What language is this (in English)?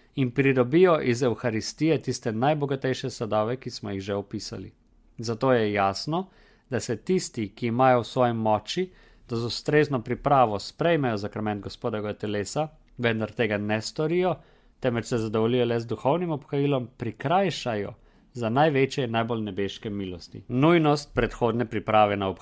Slovenian